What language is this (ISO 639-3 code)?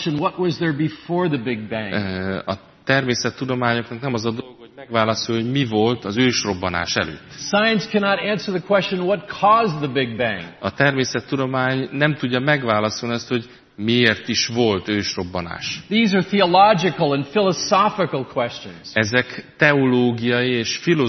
hun